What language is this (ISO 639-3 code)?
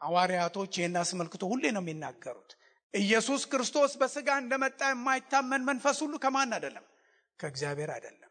amh